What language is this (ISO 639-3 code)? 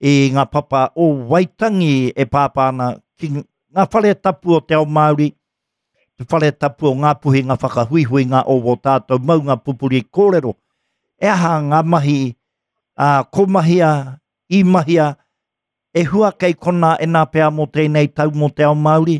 mri